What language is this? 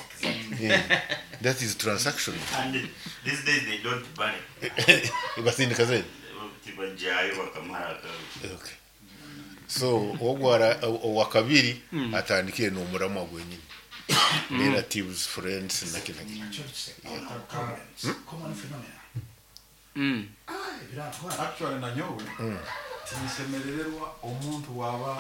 Nyoro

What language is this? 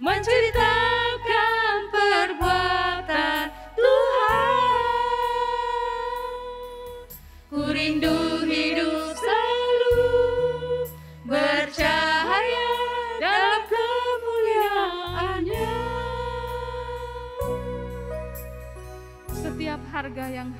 Indonesian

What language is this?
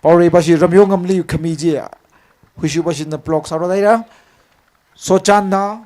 Tangkhul Naga (India)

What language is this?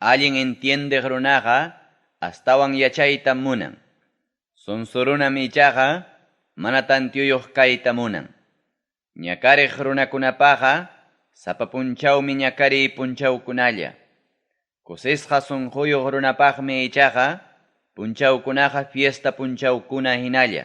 Ayacucho Quechua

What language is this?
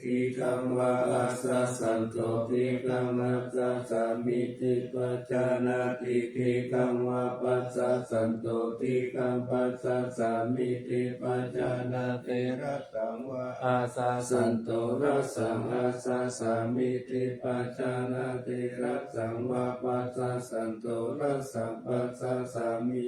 Pali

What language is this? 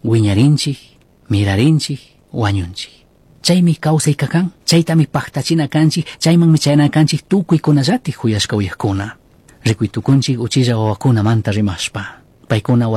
Chimborazo Highland Quichua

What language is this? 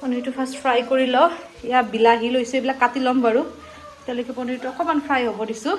Assamese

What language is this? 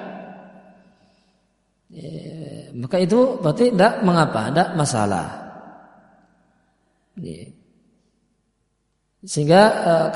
Indonesian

